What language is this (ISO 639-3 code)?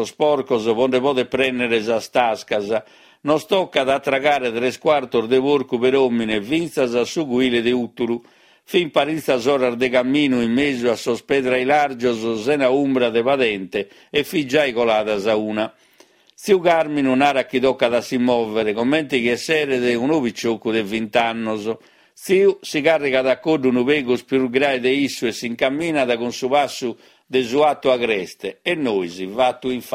srd